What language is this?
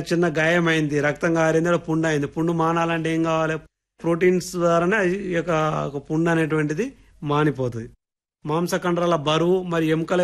Telugu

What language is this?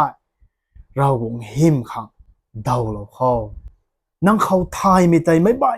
Rongmei Naga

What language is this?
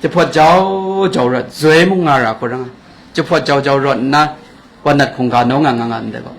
Kachin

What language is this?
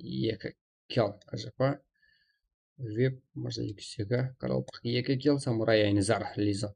Kara-Kalpak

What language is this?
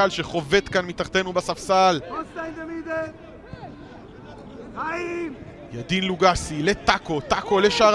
Hebrew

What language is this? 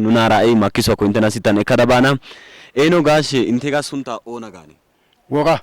Wolaytta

